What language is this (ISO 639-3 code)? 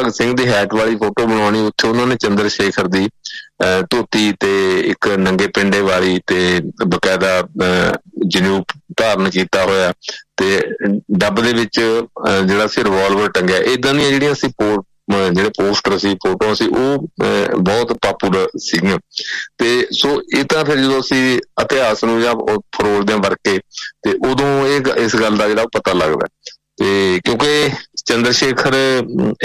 pan